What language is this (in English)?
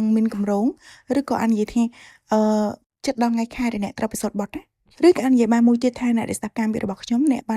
Khmer